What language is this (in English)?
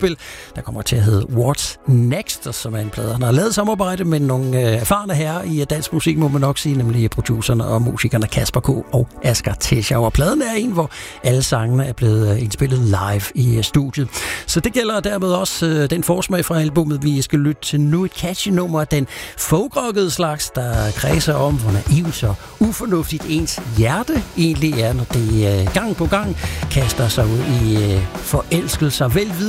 Danish